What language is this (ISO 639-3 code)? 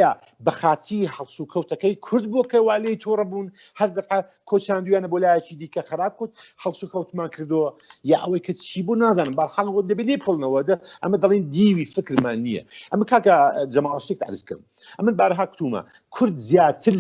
ckb